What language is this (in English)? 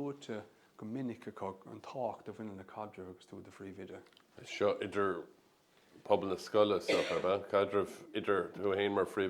Irish